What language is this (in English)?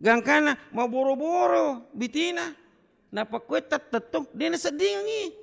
Buginese